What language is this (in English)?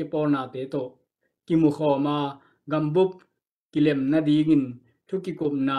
Tedim Chin